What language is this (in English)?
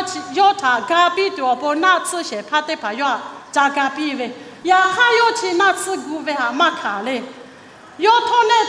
Lahu